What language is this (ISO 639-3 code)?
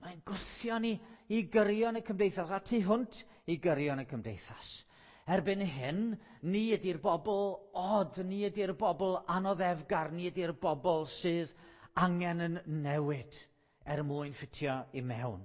cym